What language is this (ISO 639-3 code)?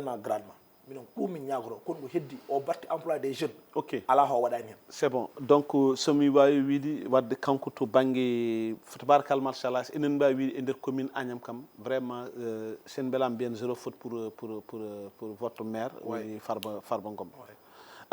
ful